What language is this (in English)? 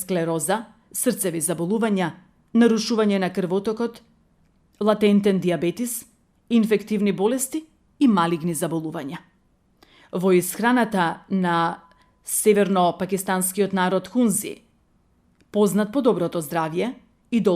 Macedonian